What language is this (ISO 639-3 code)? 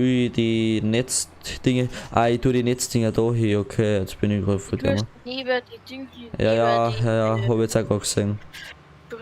bar